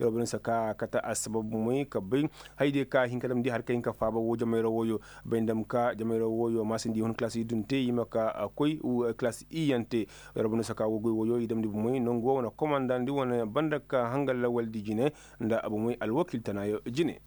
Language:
Koyraboro Senni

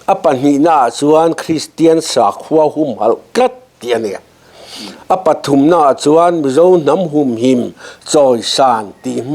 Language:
Mizo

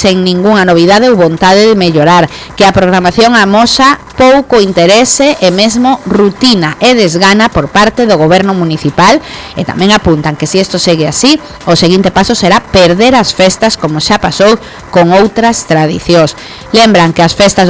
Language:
Galician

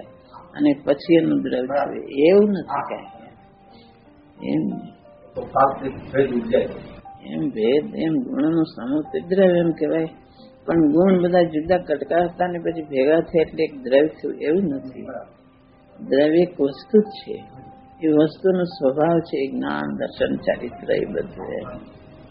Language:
Gujarati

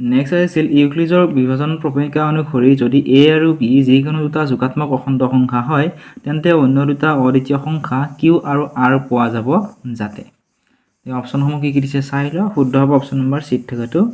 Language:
Assamese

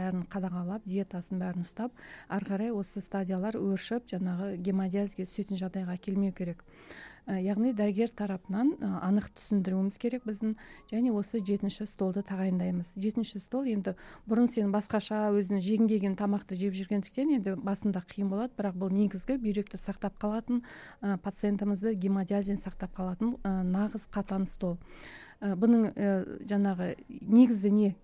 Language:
Kazakh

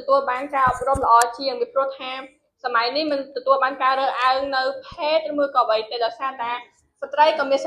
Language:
Khmer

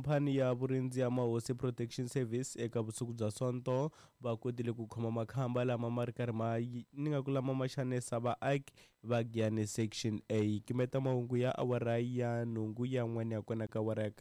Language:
Tsonga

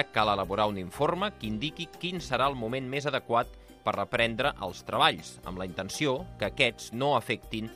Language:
Catalan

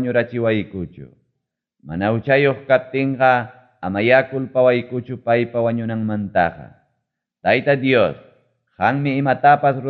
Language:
Ayacucho Quechua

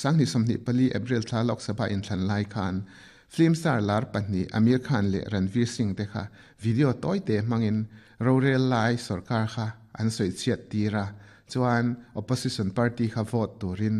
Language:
Mizo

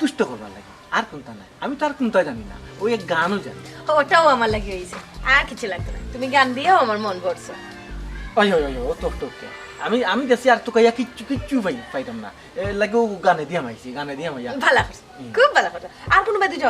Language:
Sylheti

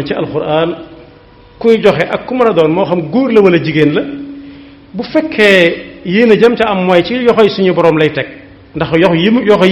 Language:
Wolof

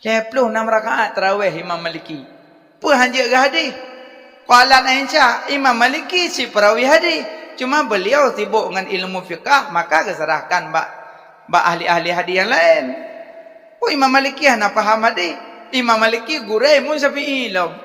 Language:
Achinese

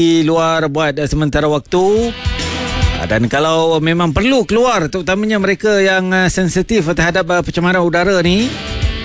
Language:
Malay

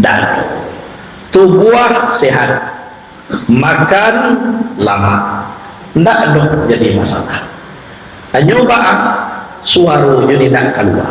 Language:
Minangkabau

